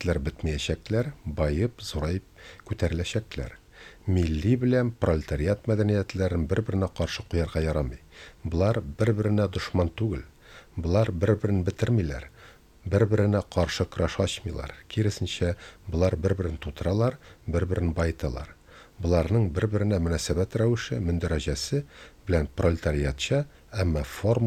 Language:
Tatar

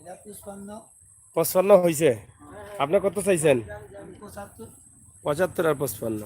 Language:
Sylheti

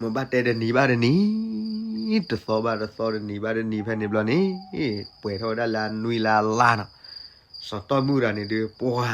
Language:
S'gaw Karen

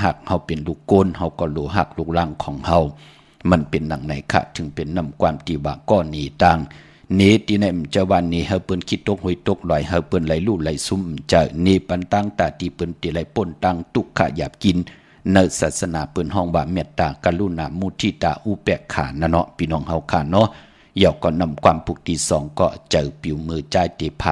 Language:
Shan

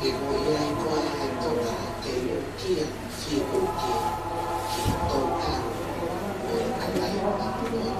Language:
Tongan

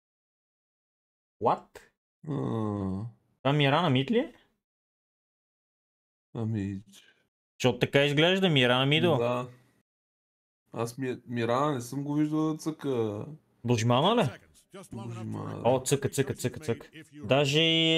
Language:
Bulgarian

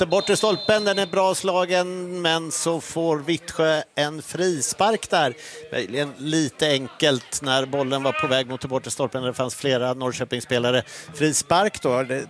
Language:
Swedish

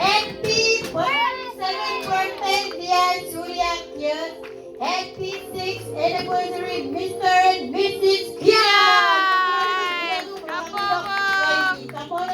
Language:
Marshallese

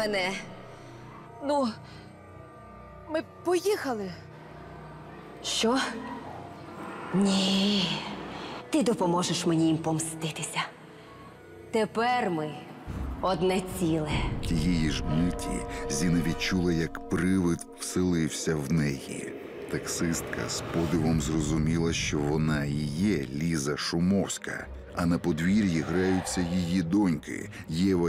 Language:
Ukrainian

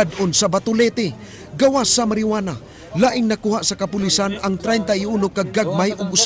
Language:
Cebuano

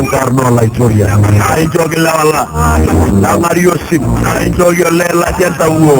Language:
Masai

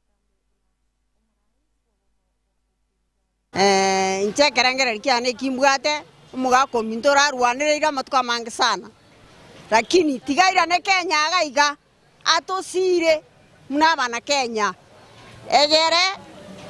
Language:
Gusii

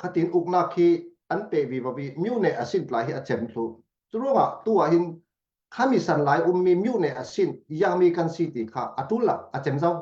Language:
Falam Chin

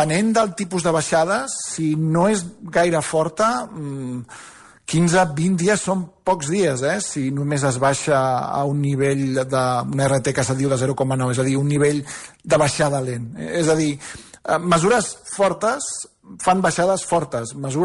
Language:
Catalan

